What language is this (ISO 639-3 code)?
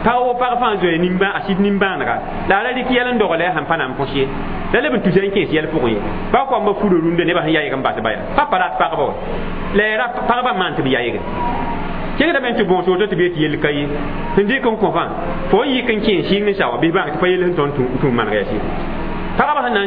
mos